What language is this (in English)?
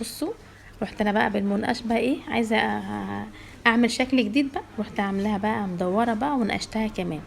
Egyptian Arabic